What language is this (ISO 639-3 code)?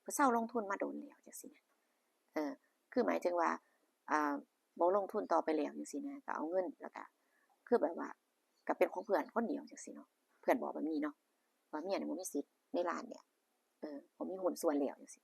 tts